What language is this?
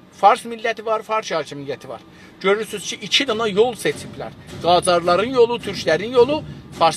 South Azerbaijani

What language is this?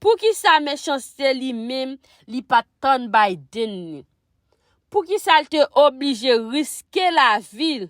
Haitian Creole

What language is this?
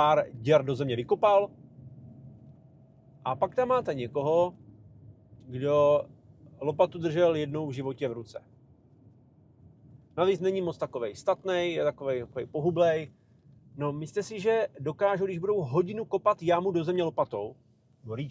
Czech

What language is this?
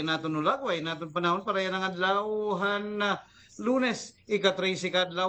Waray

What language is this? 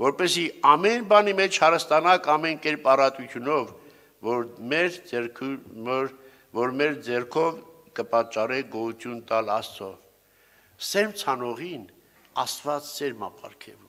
Armenian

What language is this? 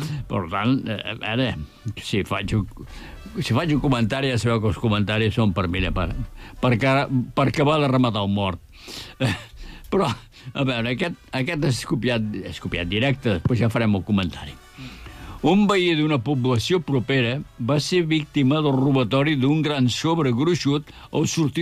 Catalan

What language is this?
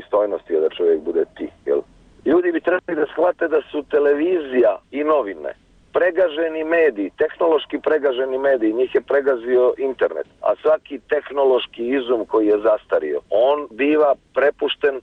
Croatian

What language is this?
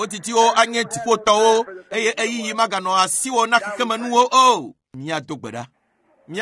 Ewe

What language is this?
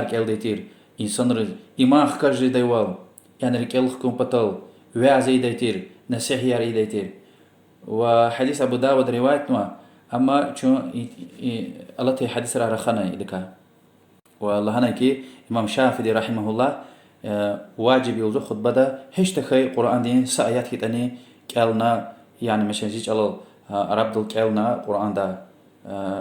Lezghian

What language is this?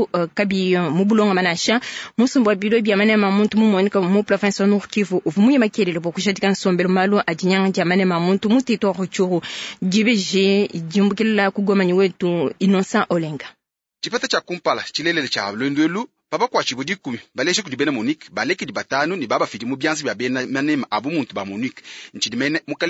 Luba-Lulua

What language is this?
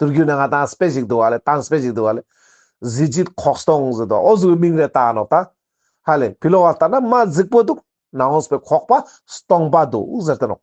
Ladakhi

